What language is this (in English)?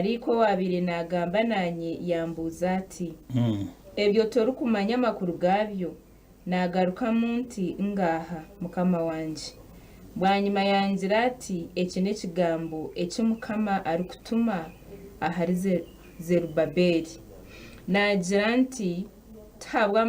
Nyankole